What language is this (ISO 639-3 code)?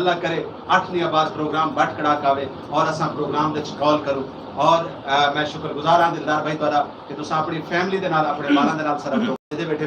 skr